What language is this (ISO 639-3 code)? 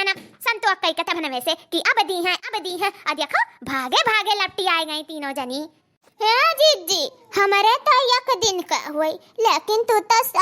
awa